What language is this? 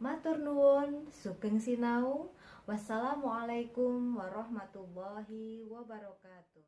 Javanese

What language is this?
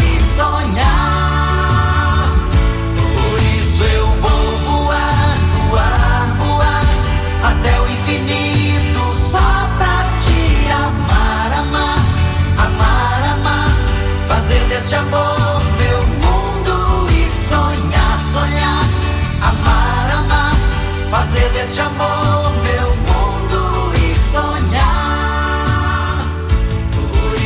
Portuguese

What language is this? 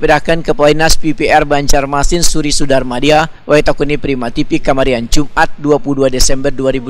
Banjar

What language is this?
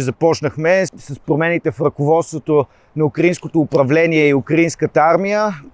Bulgarian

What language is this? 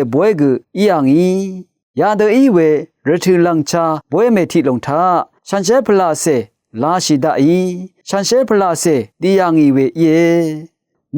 Rawang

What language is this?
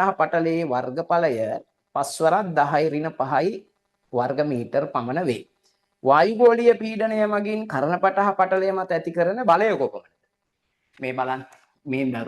Sinhala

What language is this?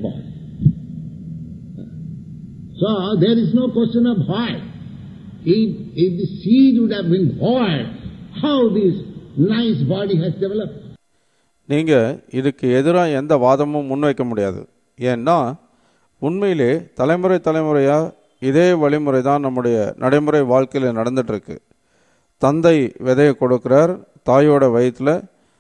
Tamil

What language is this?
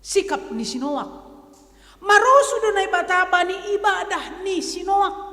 Batak Simalungun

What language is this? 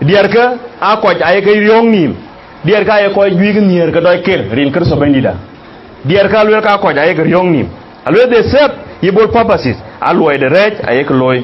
Dinka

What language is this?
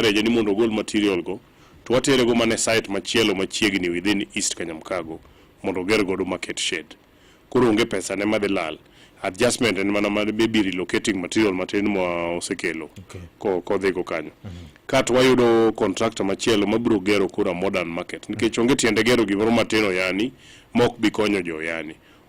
Luo (Kenya and Tanzania)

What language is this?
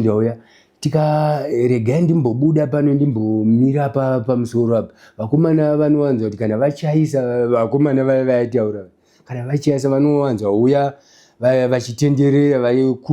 Shona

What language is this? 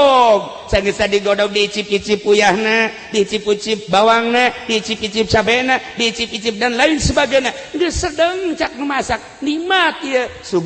Sundanese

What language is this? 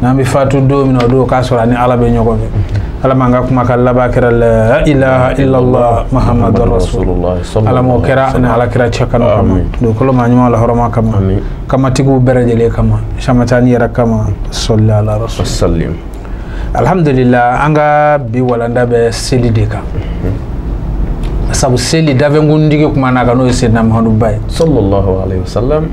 Bambara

